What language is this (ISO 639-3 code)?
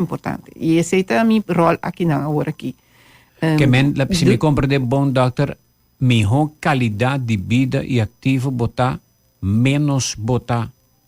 pap